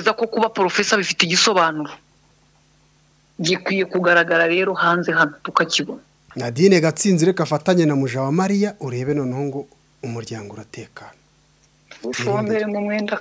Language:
Kinyarwanda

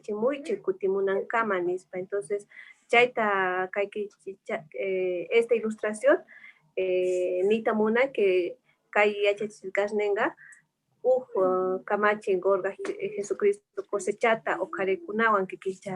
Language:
Quechua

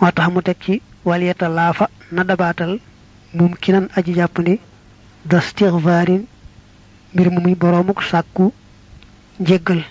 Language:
Wolof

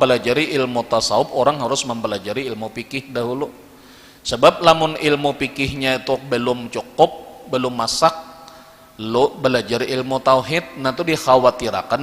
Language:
Banjar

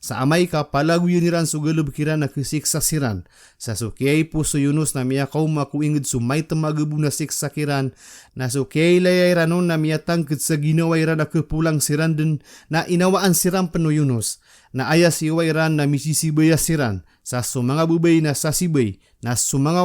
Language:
Maranao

